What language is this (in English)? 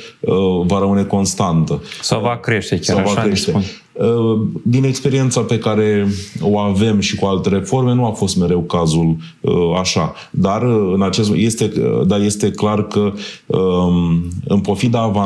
Romanian